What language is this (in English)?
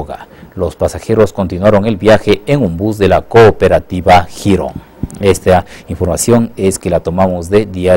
Spanish